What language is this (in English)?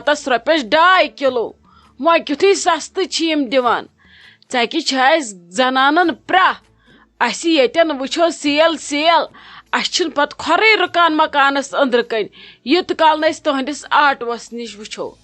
Kashmiri